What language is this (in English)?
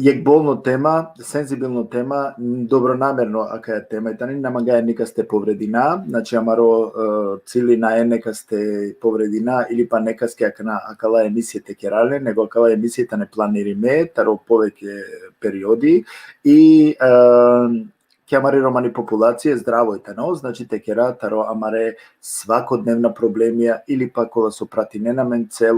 Balkan Romani